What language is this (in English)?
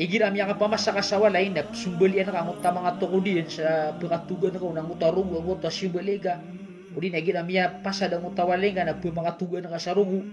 Maranao